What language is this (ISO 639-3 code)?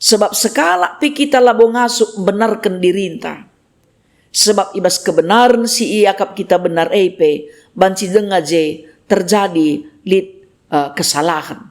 btx